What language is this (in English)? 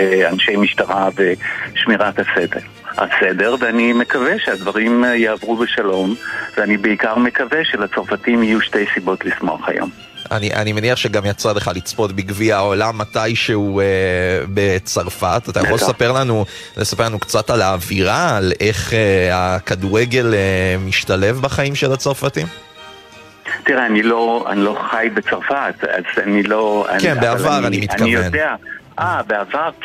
Hebrew